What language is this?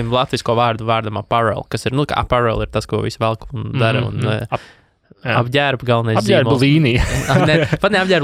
Latvian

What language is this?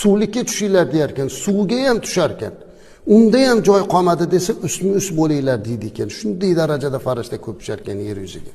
Uzbek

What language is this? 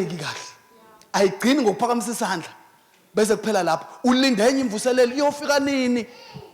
Zulu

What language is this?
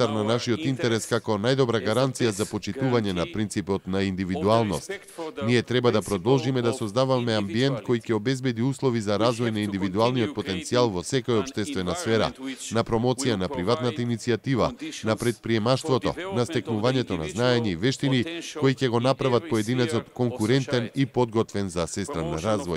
Macedonian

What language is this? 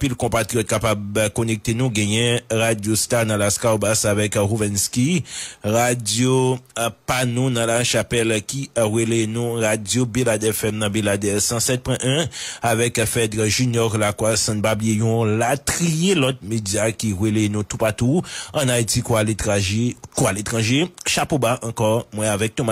Haitian Creole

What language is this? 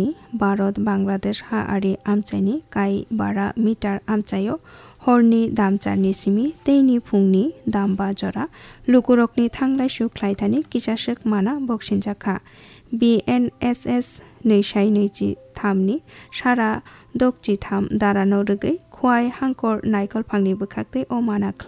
Kok Borok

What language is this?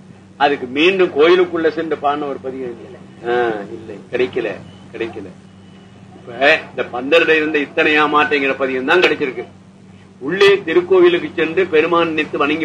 Tamil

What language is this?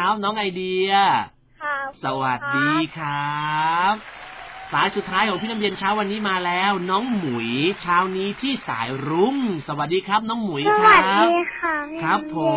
Thai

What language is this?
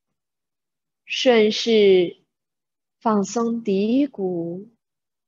Chinese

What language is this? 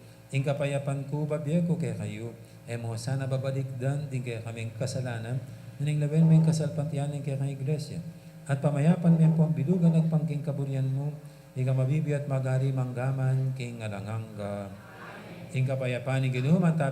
Pampanga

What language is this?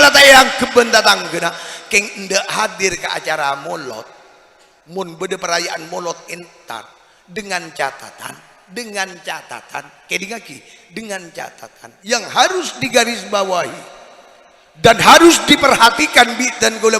Madurese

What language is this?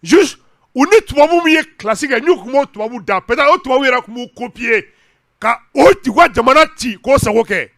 Bambara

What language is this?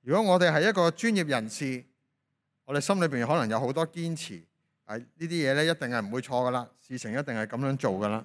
Cantonese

